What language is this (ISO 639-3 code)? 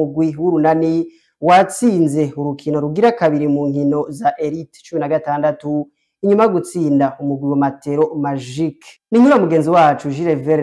run